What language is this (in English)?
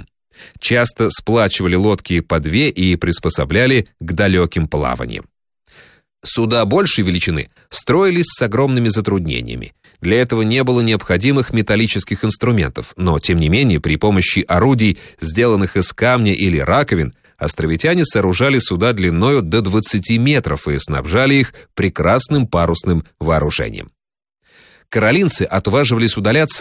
Russian